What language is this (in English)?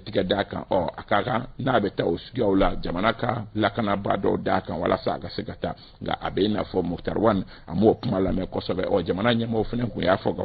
Bambara